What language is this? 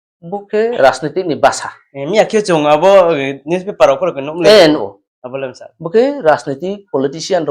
Riang (India)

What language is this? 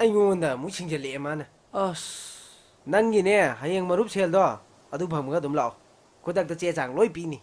Manipuri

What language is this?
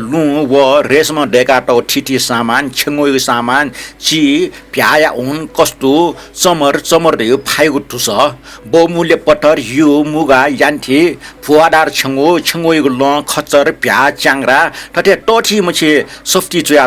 Newari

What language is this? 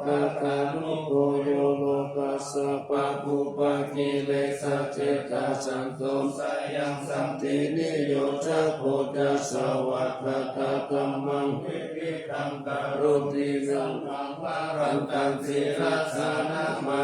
Pali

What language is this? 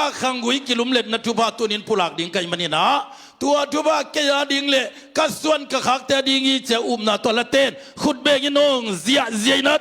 Tedim Chin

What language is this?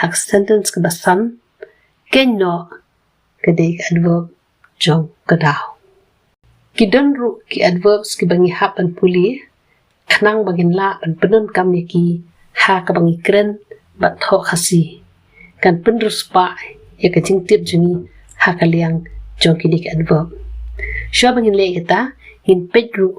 Khasi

